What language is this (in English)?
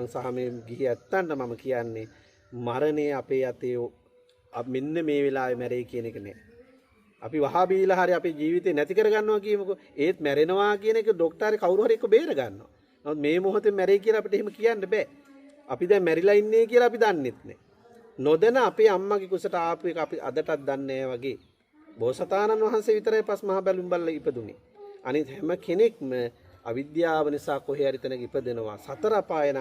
Sinhala